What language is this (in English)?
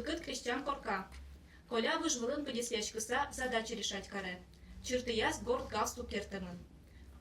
Udmurt